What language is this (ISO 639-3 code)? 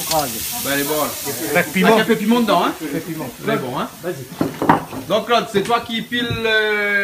rcf